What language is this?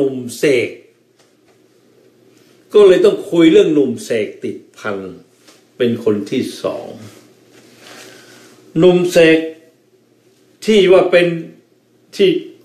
Thai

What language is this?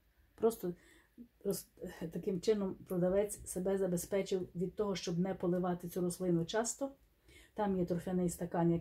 Ukrainian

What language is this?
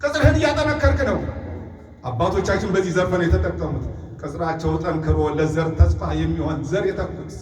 Amharic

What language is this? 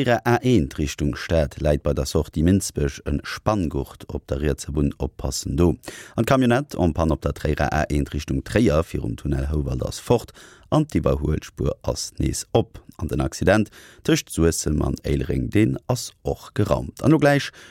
Luxembourgish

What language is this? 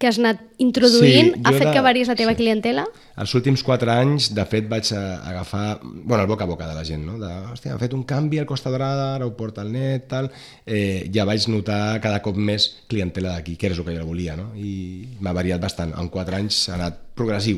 Catalan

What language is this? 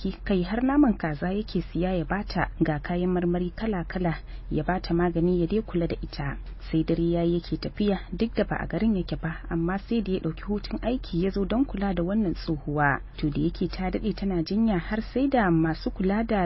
Hausa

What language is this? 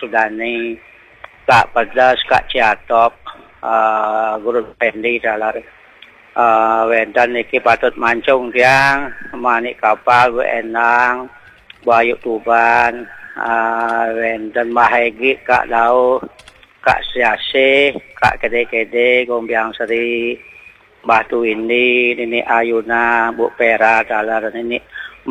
Balinese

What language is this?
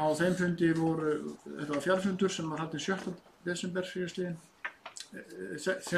Icelandic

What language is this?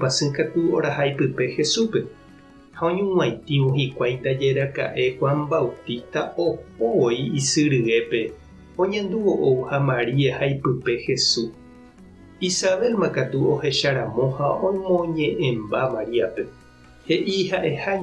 Guarani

